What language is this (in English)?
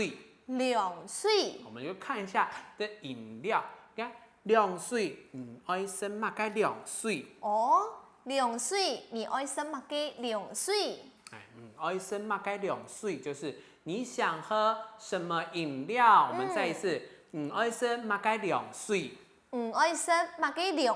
Hakka Chinese